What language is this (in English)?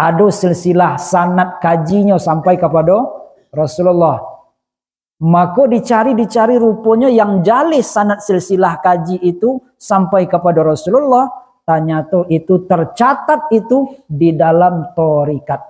Minangkabau